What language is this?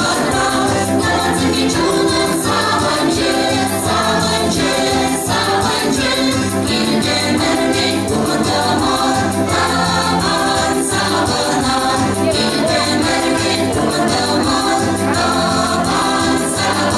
Chuvash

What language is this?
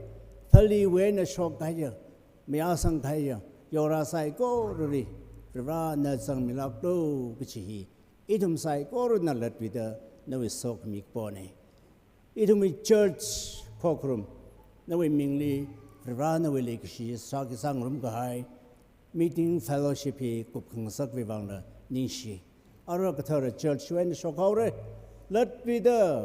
Tangkhul Naga (India)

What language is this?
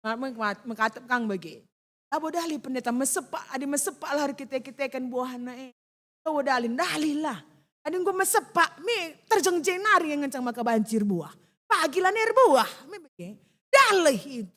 Batak Karo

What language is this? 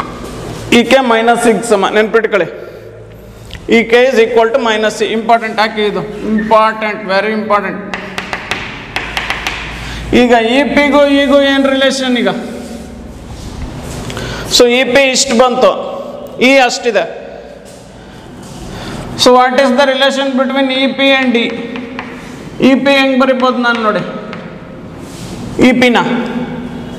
Kannada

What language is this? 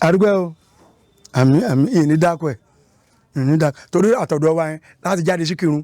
Yoruba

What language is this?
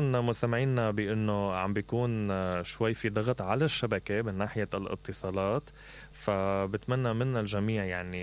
Mesopotamian Arabic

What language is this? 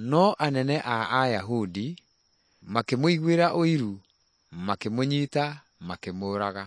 Kikuyu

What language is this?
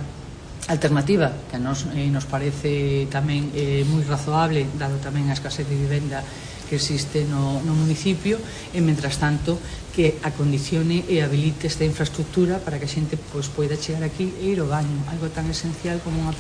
Galician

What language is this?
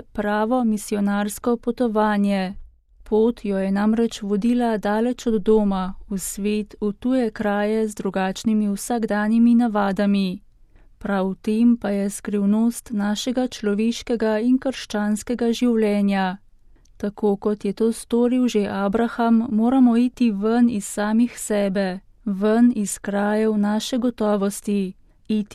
Slovenian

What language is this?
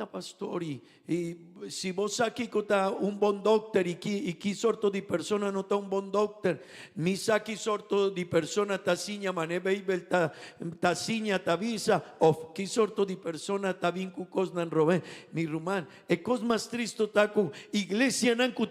Papiamento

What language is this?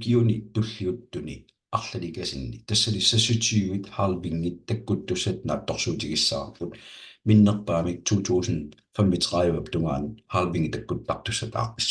Kalaallisut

